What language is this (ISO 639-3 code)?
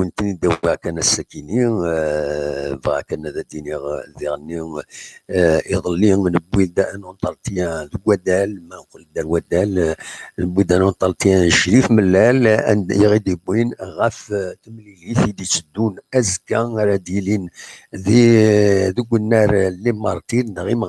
kab